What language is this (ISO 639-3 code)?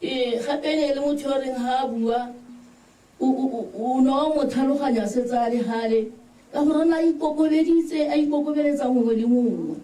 tsn